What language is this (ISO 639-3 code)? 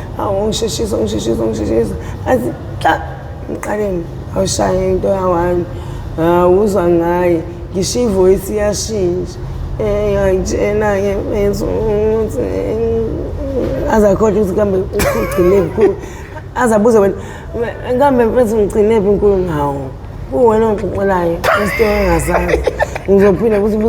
zul